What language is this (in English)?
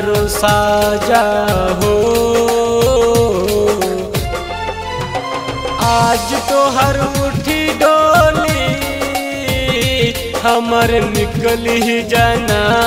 Bhojpuri